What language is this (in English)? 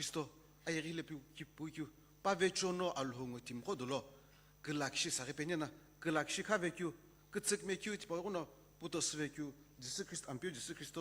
Sumi Naga